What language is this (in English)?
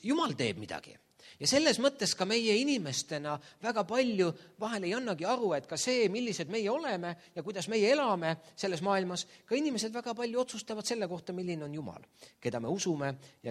Estonian